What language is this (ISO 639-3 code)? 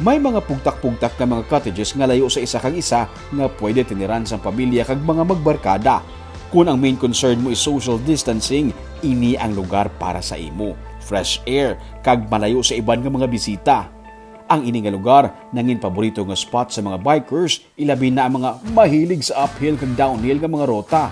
hil